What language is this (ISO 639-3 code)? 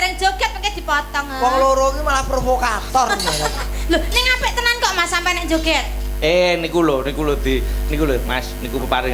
jav